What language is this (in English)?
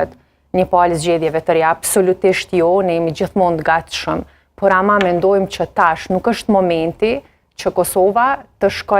Albanian